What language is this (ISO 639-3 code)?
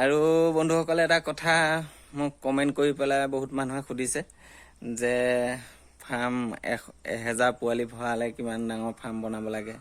asm